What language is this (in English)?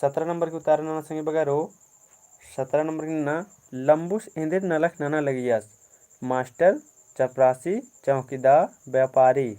Kurukh